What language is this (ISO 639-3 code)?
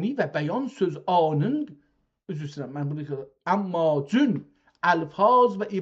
azb